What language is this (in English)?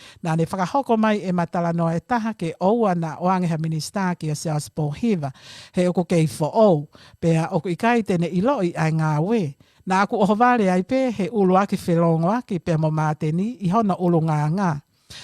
Tongan